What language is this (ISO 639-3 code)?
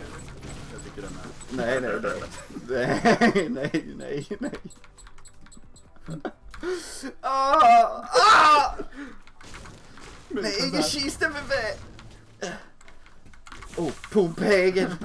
swe